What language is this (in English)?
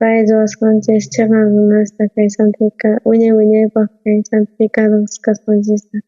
South Bolivian Quechua